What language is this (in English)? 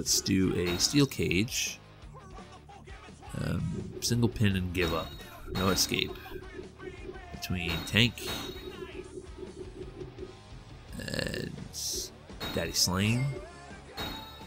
English